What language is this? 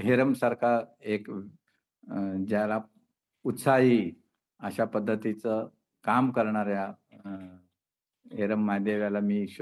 Marathi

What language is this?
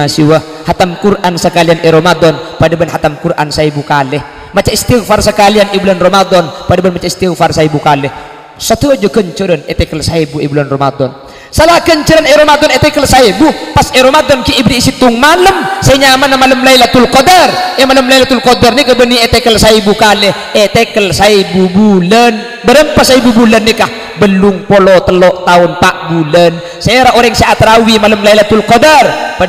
Madurese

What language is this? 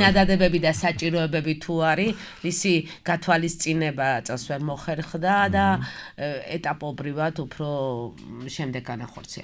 Georgian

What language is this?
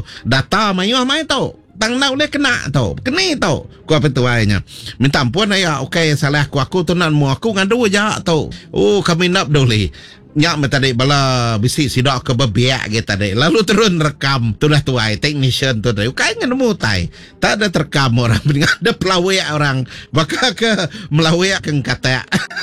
Iban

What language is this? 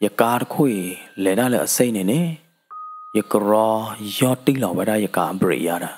S'gaw Karen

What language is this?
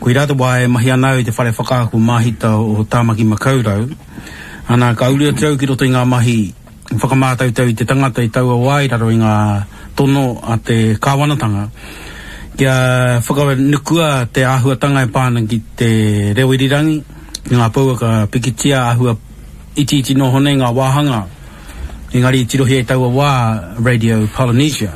Māori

